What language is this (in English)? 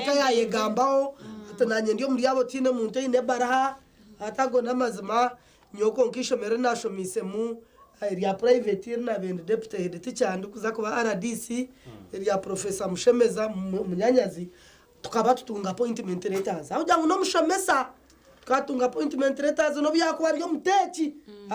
Nyankole